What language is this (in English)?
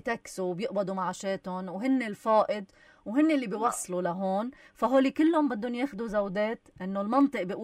North Levantine Arabic